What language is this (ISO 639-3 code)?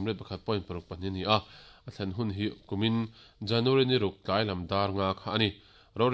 lus